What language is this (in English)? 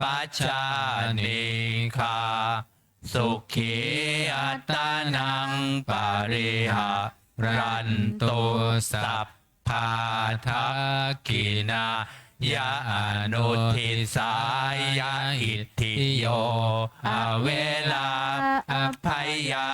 Pali